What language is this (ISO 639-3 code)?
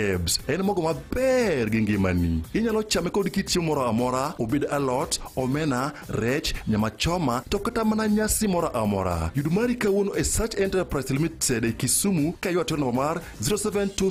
luo